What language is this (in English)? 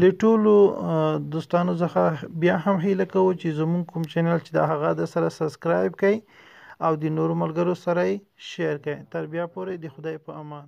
Pashto